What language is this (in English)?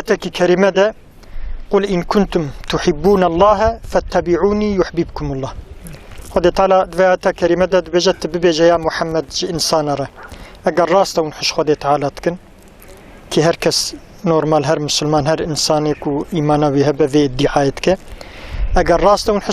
Kurdish